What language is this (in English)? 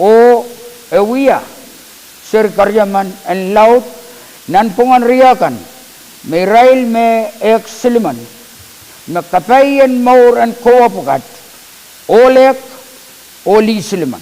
Pohnpeian